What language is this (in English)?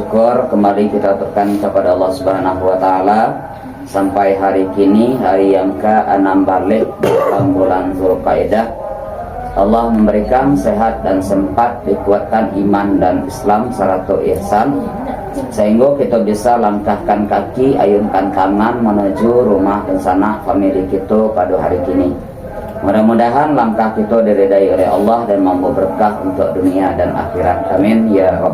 Minangkabau